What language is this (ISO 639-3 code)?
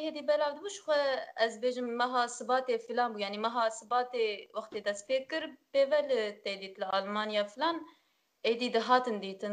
kur